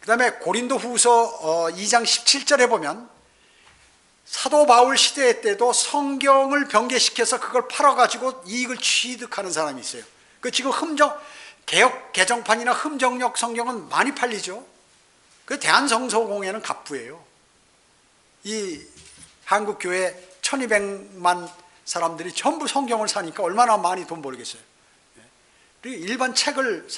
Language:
Korean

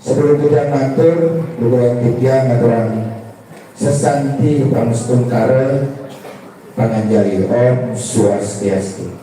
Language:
Balinese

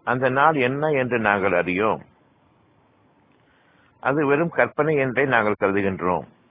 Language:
Tamil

